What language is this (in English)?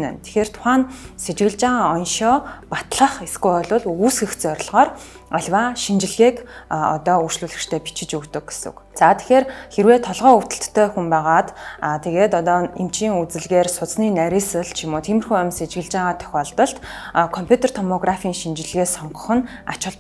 Mongolian